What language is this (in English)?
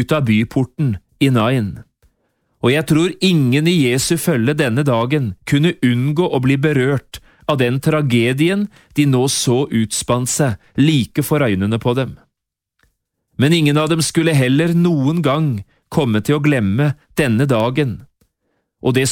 Norwegian